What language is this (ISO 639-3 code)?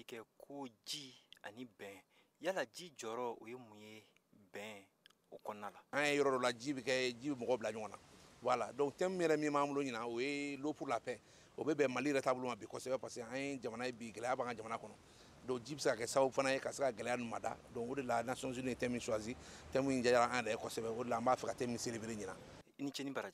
bam